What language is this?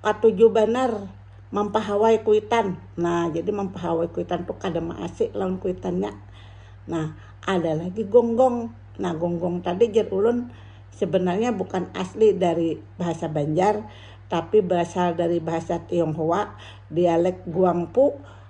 Banjar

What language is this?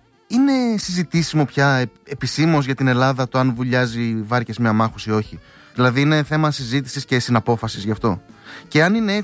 Greek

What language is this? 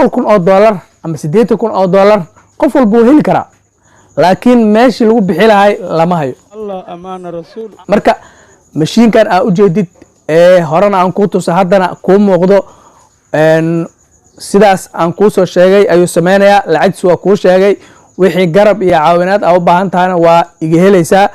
Somali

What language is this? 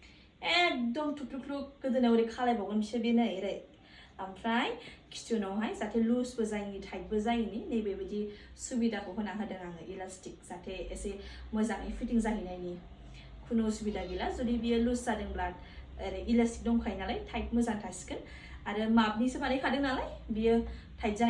Bodo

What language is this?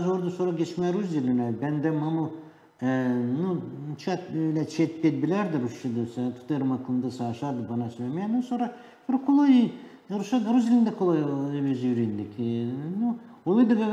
Gagauz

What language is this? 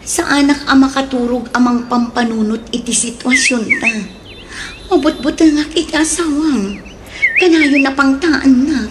Iloko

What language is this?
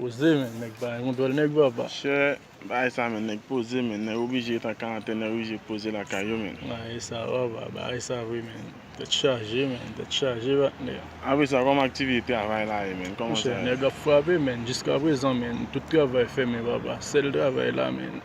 Haitian Creole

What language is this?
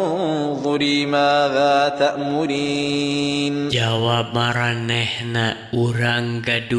Sundanese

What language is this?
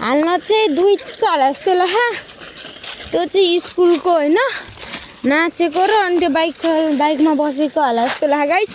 Nepali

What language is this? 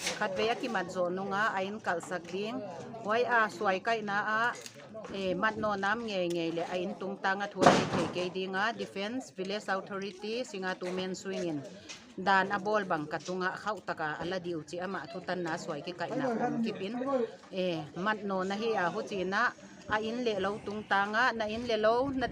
Paite Chin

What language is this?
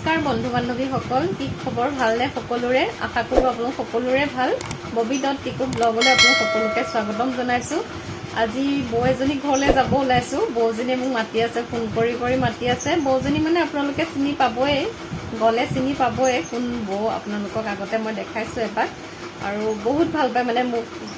Assamese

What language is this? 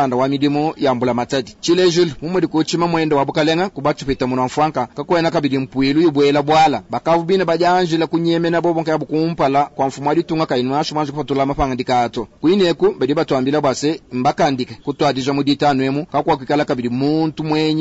Luba-Lulua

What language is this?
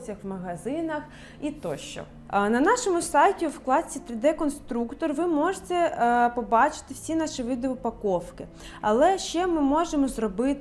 Ukrainian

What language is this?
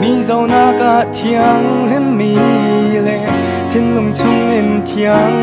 Hakha Chin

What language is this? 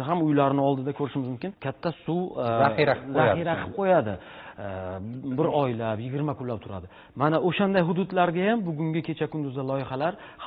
Uzbek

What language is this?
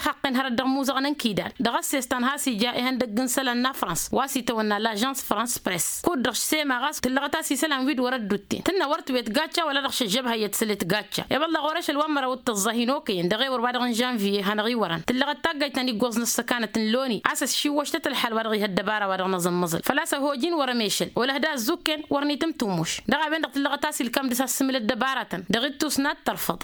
Tamasheq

